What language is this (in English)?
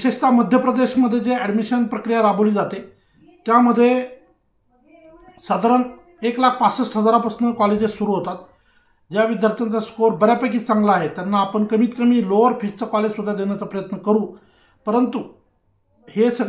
Marathi